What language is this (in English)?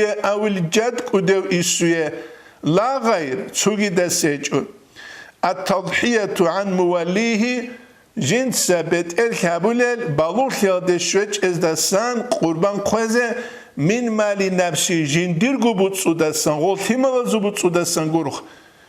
Avaric